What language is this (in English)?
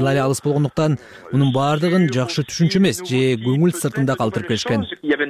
Kyrgyz